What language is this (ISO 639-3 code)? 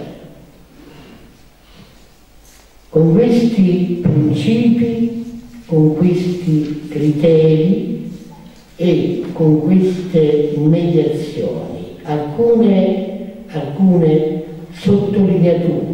ita